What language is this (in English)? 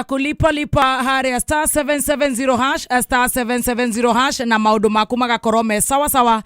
Kikuyu